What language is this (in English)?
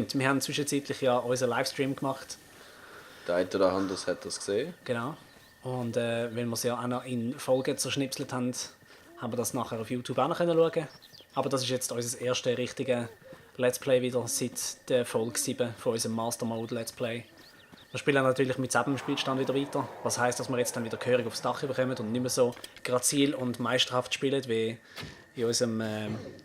Swiss German